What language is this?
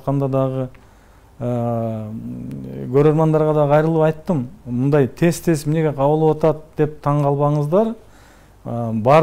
Kyrgyz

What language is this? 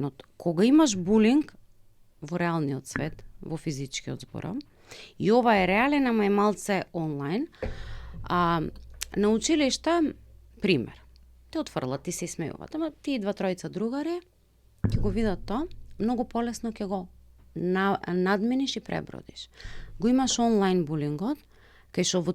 Macedonian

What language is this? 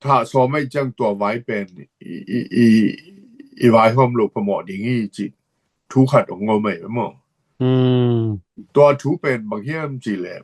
Tedim Chin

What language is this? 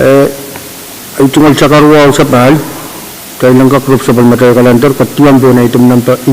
Pohnpeian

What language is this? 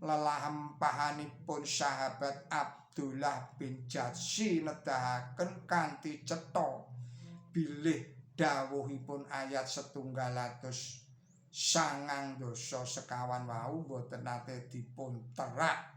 Javanese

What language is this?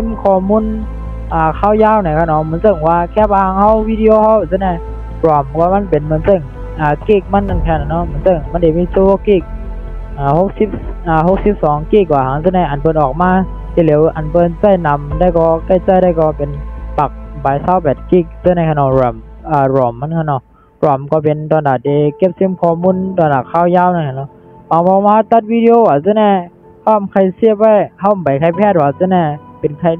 Shan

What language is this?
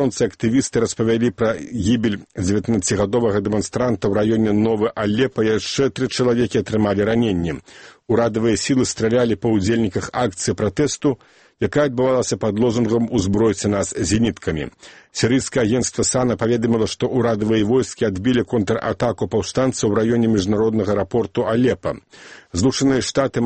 Belarusian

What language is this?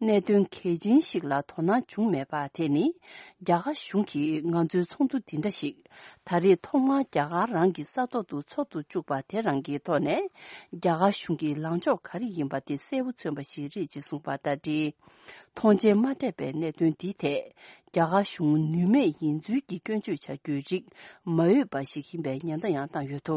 Tibetan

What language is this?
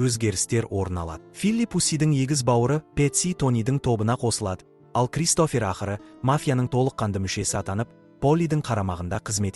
Kazakh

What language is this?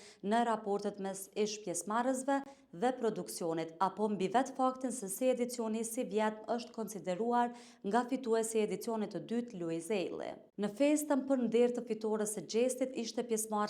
Albanian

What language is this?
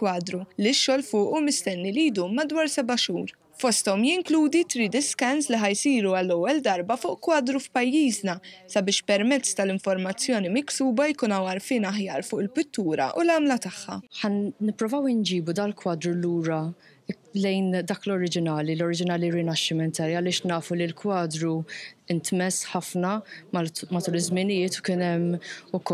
Maltese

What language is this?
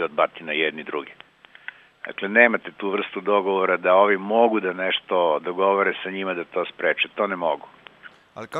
Serbian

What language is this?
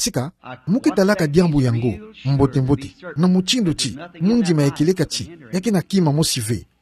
Kituba (Democratic Republic of Congo)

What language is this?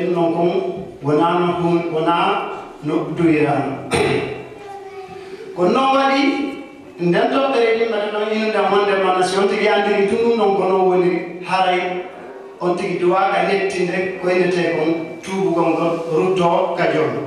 Fula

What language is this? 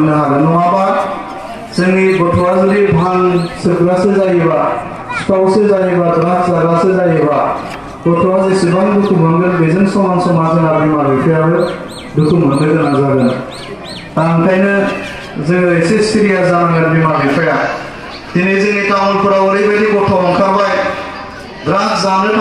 Bodo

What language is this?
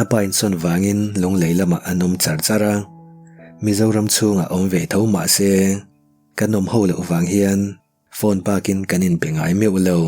Mizo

